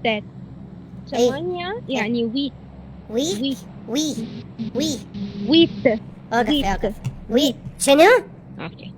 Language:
Mesopotamian Arabic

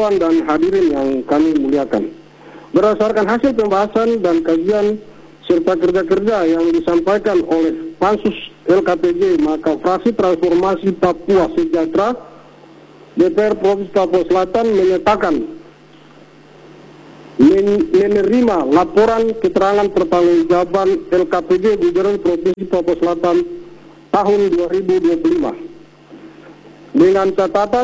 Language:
Indonesian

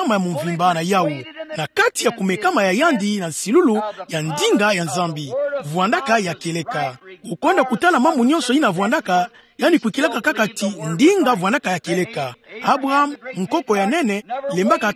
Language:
Kituba (Democratic Republic of Congo)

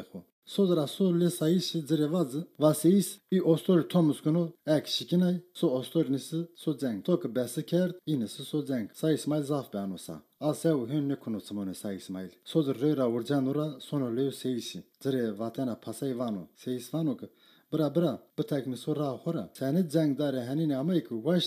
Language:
Zaza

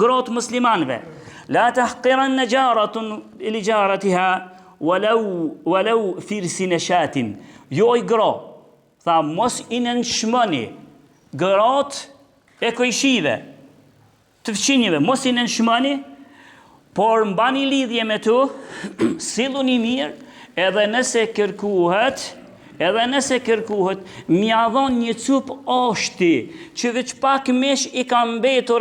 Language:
Albanian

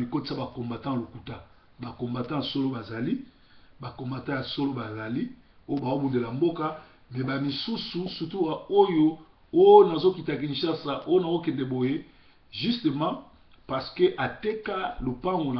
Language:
Lingala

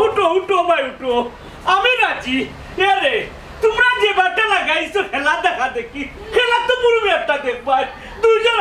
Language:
Sylheti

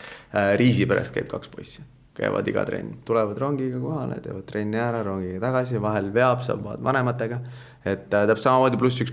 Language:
Estonian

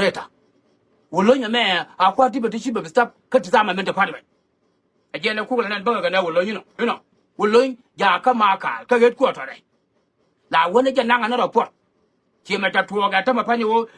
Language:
Nuer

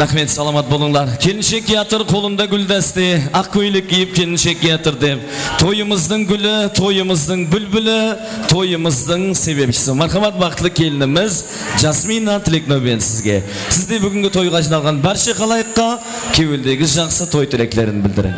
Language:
Kara-Kalpak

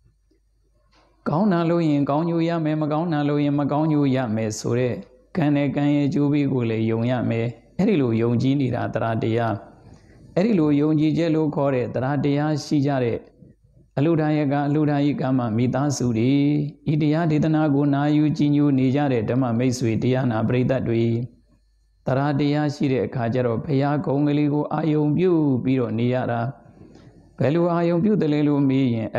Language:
Burmese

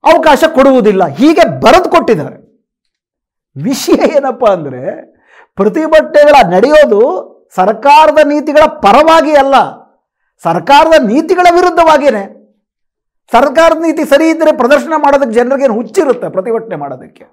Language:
Kannada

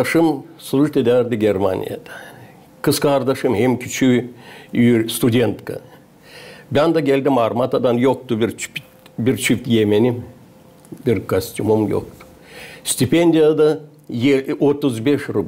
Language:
Gagauz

